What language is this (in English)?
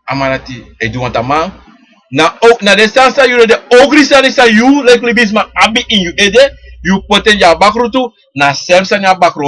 Sranan Tongo